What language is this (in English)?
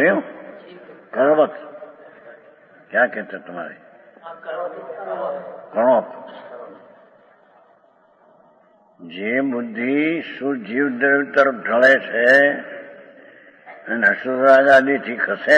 Gujarati